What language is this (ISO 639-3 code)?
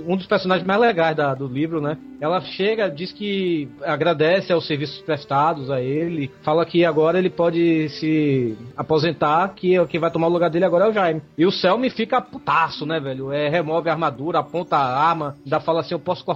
por